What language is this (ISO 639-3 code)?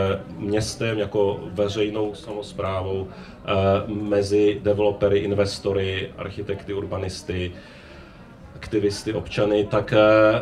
ces